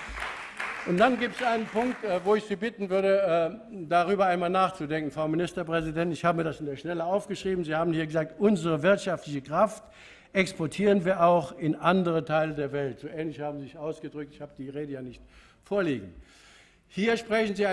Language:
German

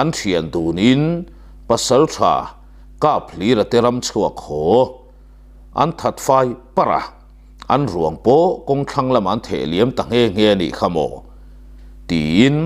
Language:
Mizo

